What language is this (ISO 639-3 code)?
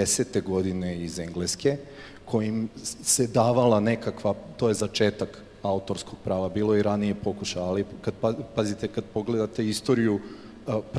srp